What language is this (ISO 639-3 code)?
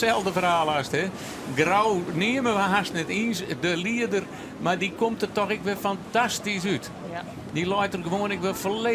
fry